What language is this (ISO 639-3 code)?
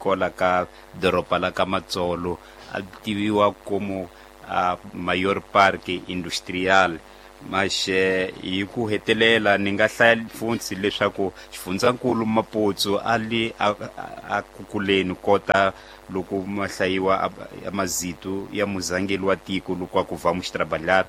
tso